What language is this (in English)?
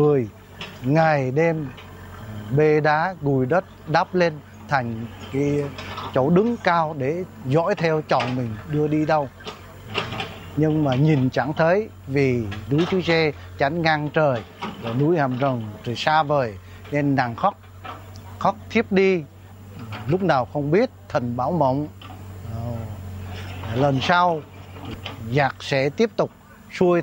Vietnamese